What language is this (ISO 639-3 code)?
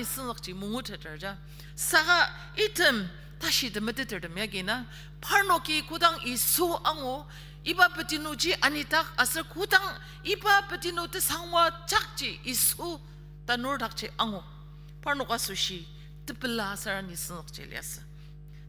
njo